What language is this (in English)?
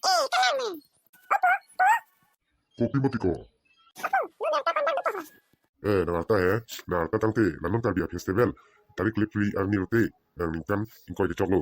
Karbi